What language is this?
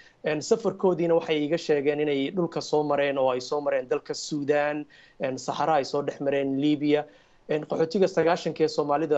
Somali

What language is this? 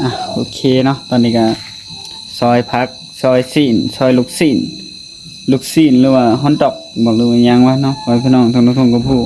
Northeastern Thai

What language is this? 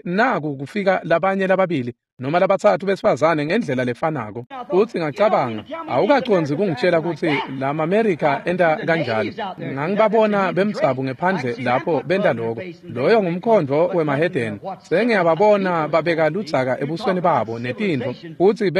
Swati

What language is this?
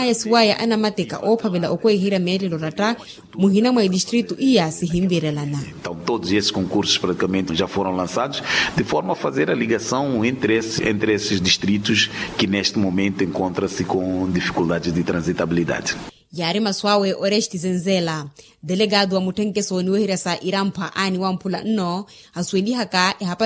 Makhuwa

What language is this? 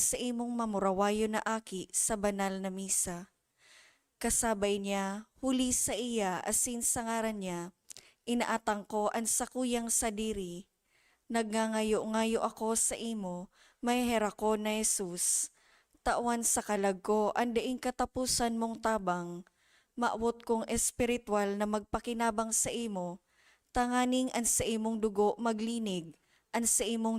Bikol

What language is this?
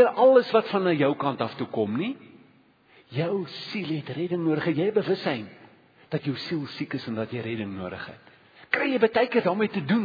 Afrikaans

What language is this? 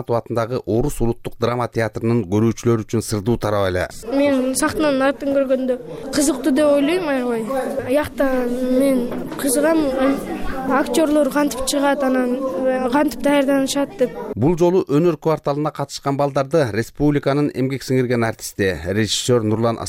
Kyrgyz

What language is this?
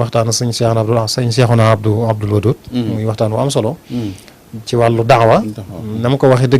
Wolof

